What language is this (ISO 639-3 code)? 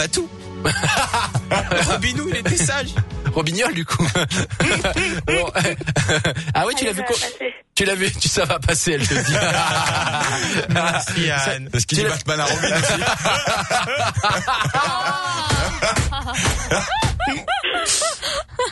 fra